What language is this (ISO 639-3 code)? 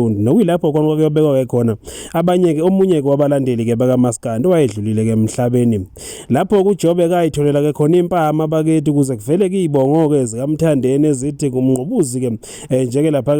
zul